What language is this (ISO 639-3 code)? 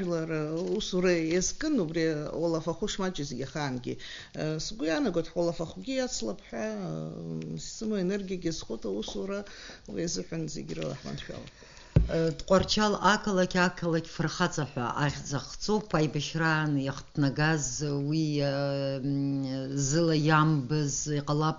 abk